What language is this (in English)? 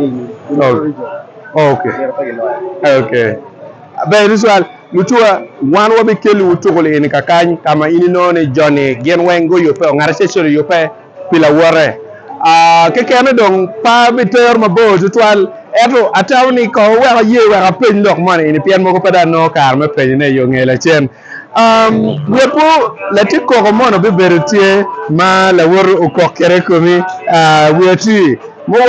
Acoli